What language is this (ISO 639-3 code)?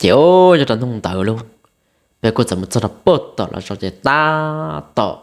hmn